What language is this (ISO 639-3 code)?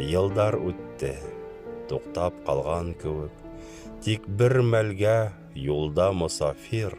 bak